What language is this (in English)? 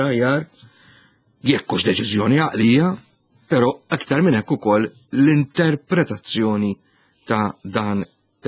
Maltese